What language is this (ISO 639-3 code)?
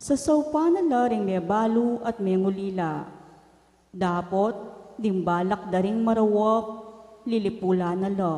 pam